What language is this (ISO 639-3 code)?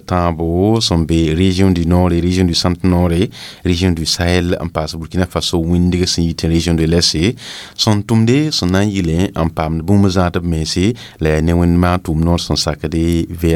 mos